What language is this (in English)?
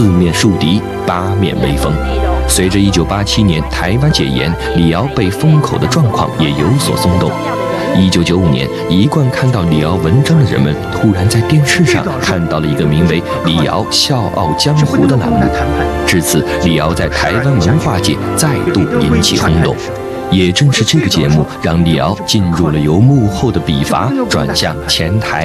Chinese